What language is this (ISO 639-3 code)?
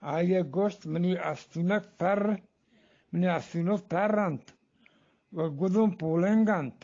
bgp